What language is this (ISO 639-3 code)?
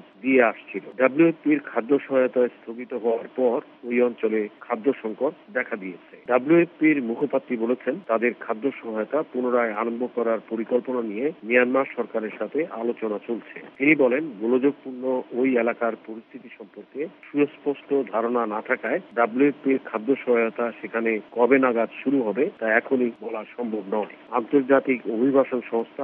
ben